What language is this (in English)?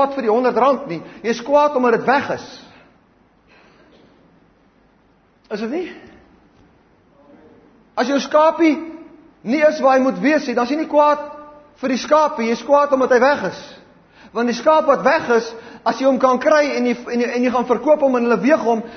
Afrikaans